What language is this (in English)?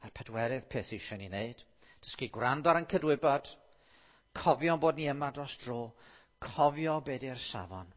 Welsh